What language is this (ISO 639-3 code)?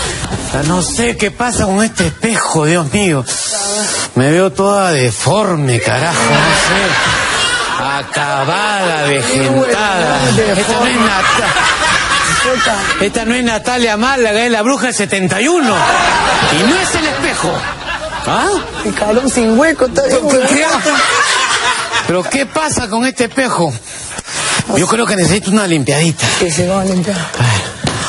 spa